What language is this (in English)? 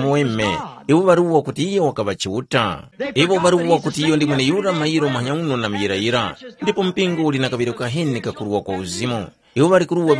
Tumbuka